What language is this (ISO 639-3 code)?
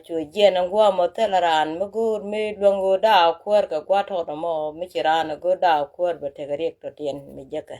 nus